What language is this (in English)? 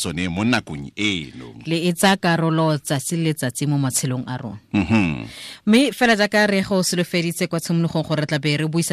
Tswana